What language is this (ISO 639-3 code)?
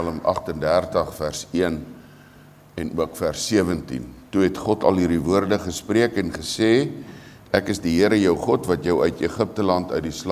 afr